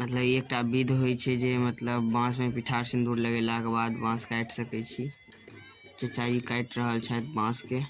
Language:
Maithili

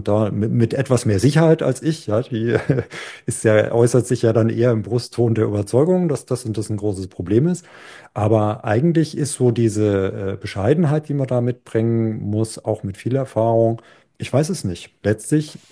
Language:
German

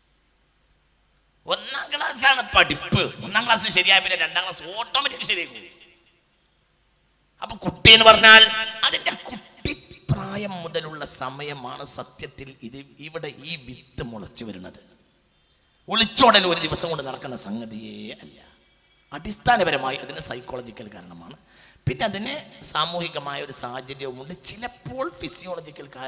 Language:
Malayalam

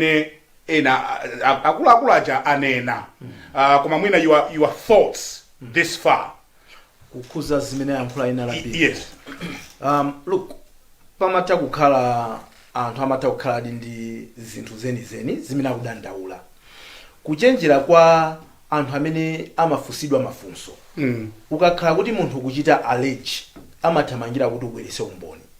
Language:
Nyanja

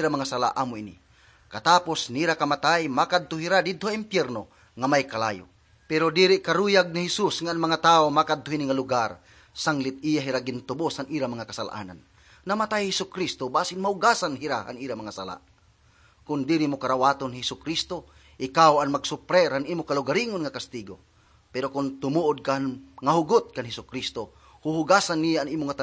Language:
Waray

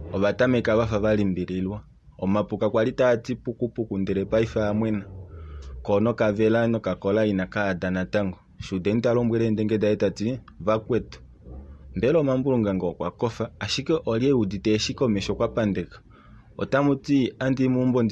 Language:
Kuanyama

